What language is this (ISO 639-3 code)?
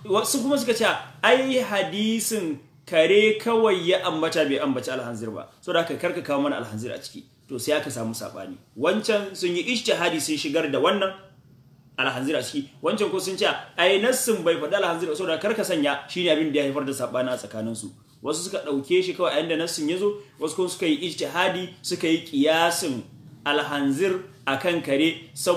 hau